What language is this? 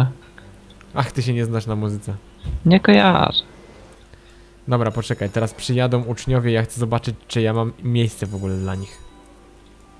Polish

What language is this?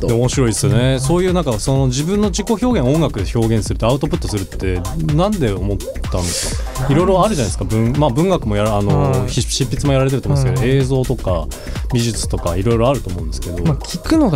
Japanese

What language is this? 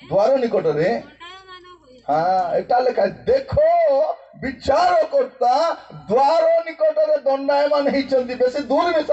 Odia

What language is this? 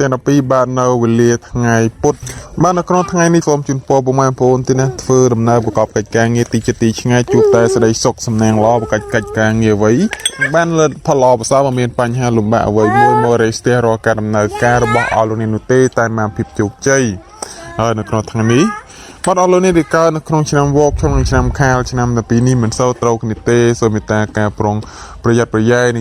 Khmer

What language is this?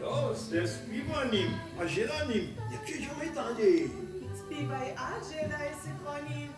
Upper Sorbian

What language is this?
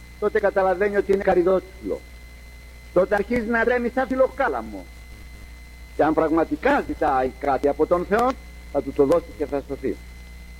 Greek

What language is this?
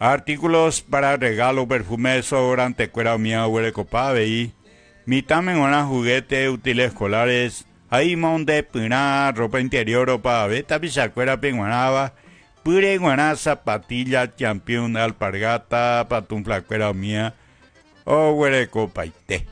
Guarani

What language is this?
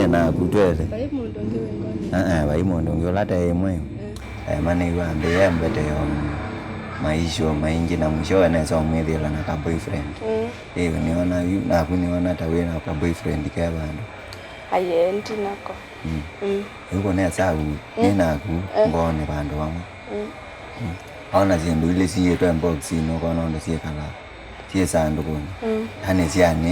Kamba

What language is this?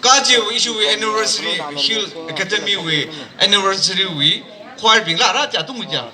Tangkhul Naga (India)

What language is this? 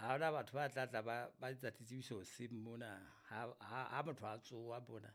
Southern Sotho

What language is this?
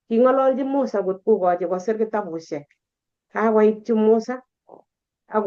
Kalenjin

